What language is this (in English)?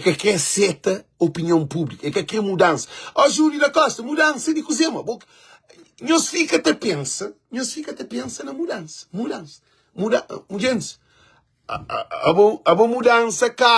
Kabuverdianu